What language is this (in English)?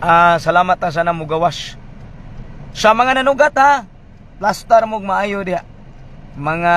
Cebuano